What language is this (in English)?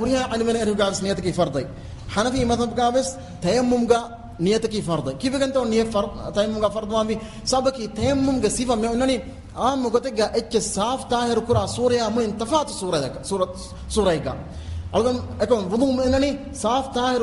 Divehi